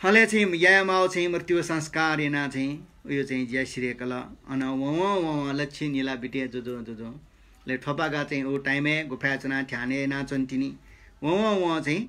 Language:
Newari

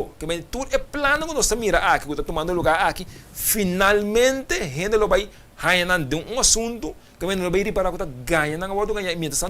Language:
Papiamento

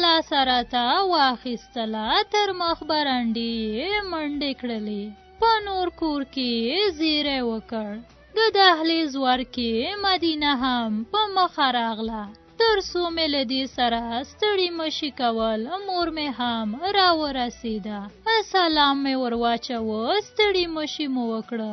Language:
Pashto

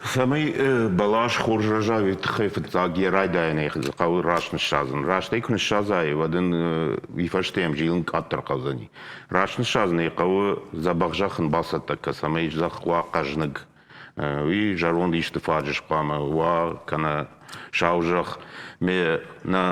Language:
Ossetic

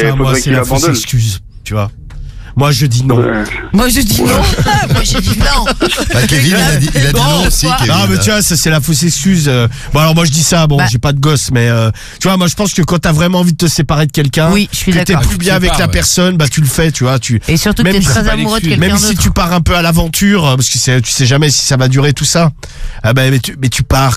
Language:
French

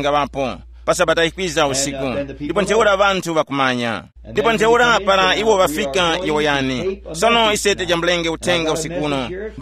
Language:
Tumbuka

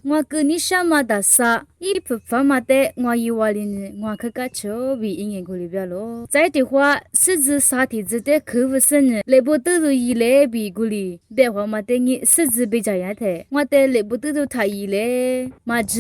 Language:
Lisu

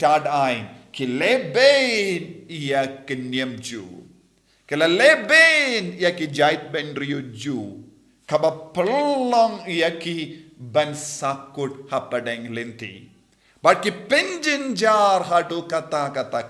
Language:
Khasi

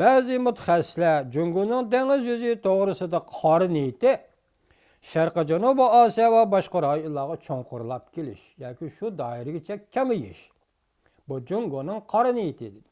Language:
Uyghur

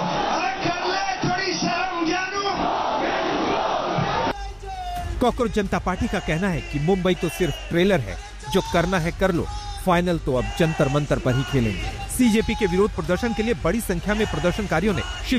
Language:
Hindi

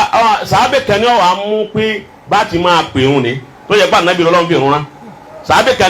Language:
Yoruba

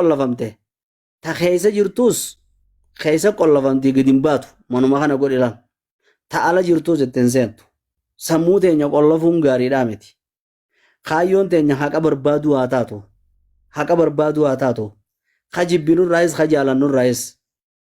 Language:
Oromo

